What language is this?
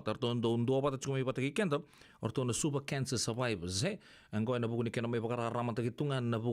Fijian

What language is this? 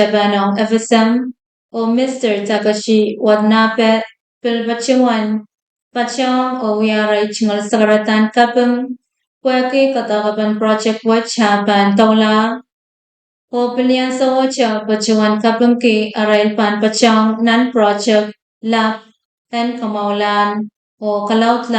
Pohnpeian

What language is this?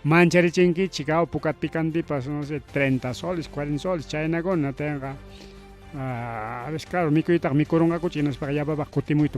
Ayacucho Quechua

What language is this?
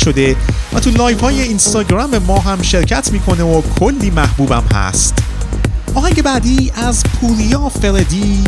Persian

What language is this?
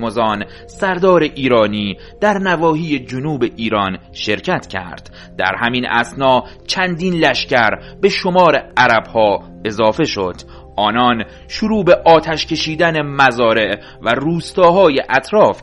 Persian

